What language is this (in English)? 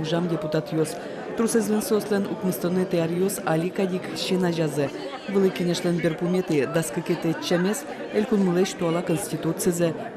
Udmurt